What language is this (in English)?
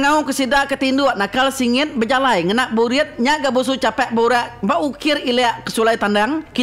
Iban